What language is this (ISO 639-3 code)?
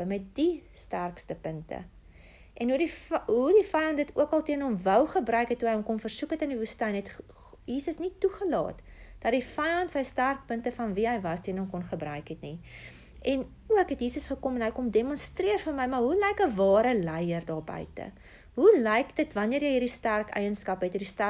afr